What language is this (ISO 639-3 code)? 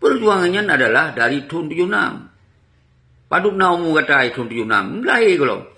ace